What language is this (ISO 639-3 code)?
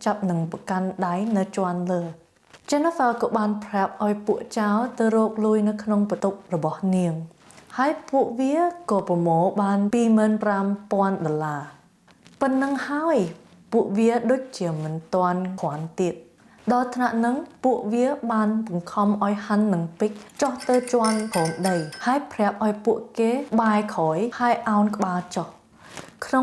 khm